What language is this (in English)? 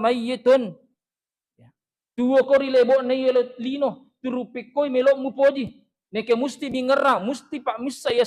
Buginese